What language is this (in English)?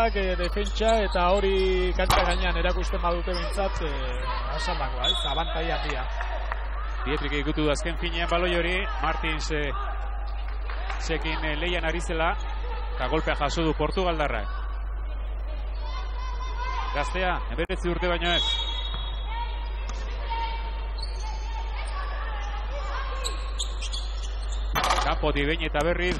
Basque